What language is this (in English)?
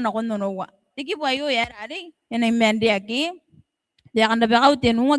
Gilbertese